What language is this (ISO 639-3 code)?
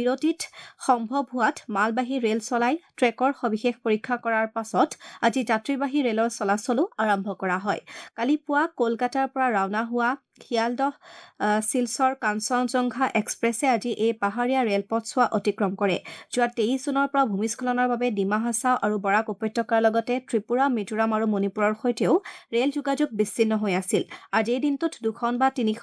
asm